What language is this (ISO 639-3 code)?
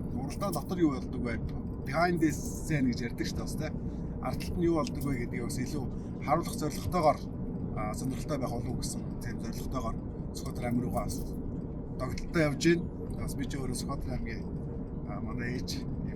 mon